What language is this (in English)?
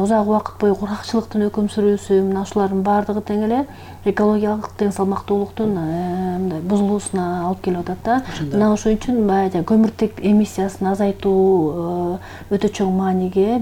Kyrgyz